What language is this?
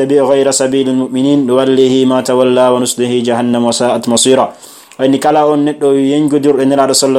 Fula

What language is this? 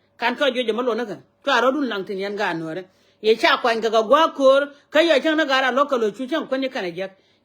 Nuer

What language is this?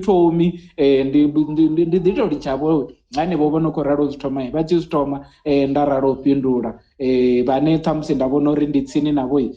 Venda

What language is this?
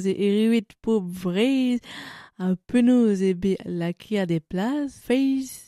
Breton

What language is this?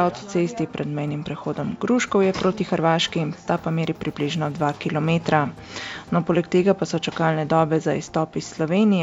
Slovenian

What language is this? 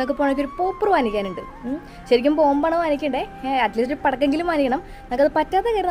Malayalam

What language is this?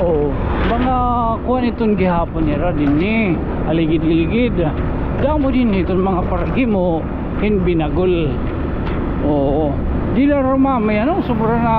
Waray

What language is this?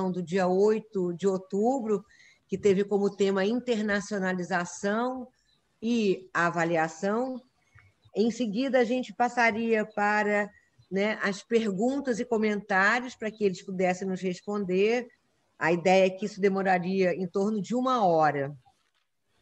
Portuguese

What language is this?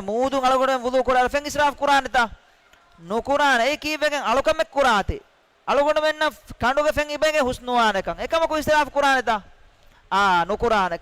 Divehi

